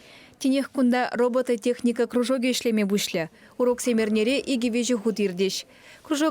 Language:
Chuvash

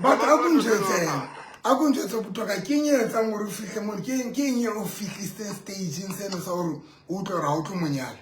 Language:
Southern Sotho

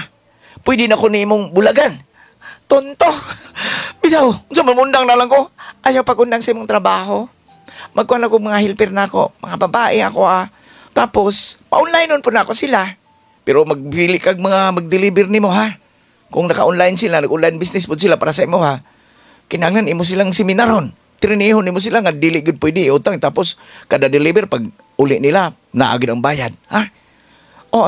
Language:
Cebuano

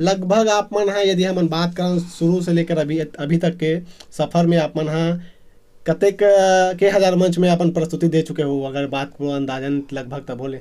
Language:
Chhattisgarhi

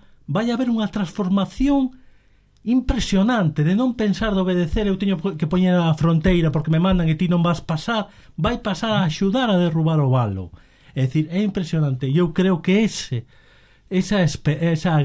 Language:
Galician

